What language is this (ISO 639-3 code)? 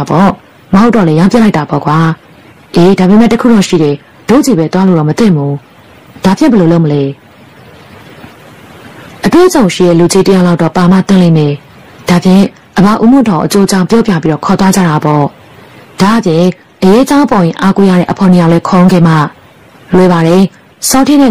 mya